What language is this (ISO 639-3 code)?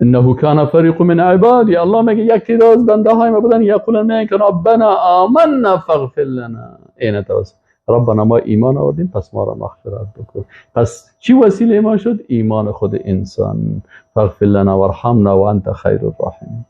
fas